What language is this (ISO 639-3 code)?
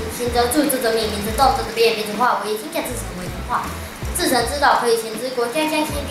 lzh